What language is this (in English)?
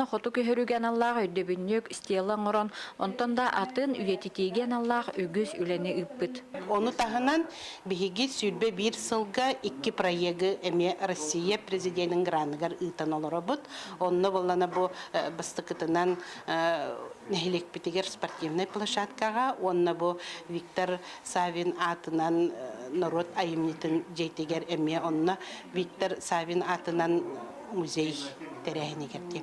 Yakut